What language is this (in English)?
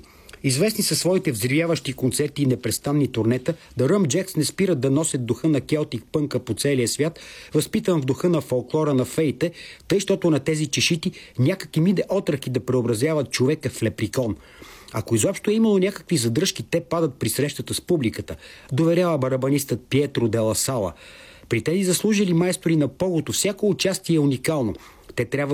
Bulgarian